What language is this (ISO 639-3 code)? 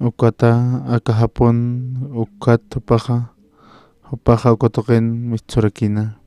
aym